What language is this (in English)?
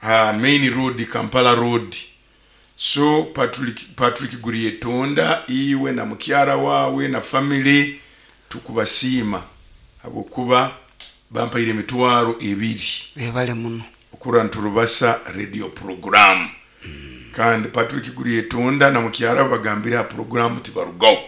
Nyoro